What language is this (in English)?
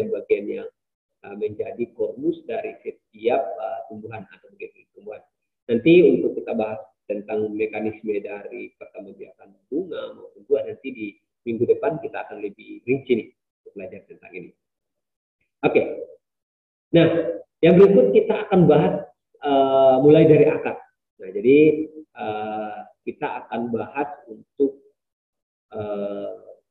Indonesian